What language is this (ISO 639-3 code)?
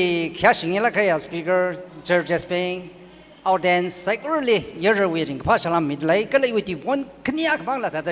nmf